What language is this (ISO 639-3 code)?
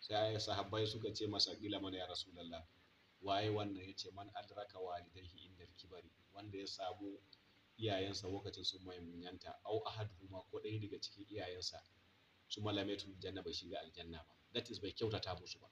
hau